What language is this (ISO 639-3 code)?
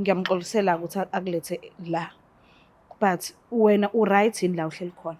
zul